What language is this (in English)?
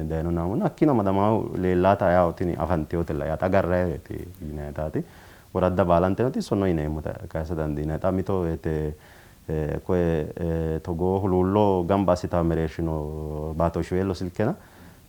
Sidamo